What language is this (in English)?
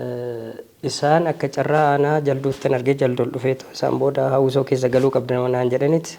Oromo